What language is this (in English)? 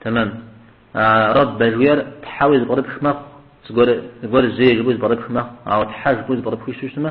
Kabardian